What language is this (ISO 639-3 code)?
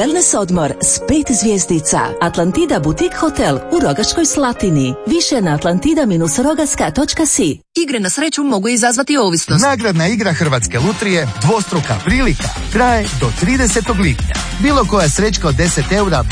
hrv